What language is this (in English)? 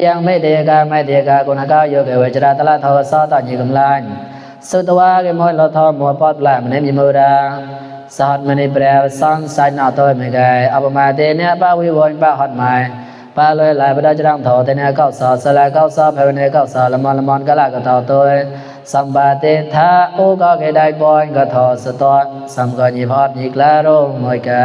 Mon